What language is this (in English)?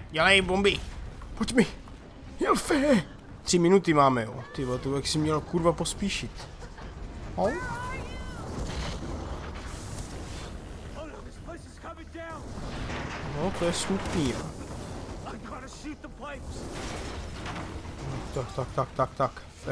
Czech